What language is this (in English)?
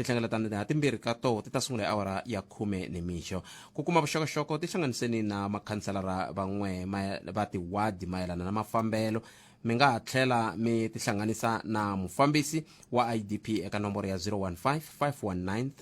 Tsonga